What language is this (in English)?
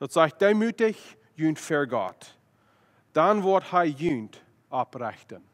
Plautdietsch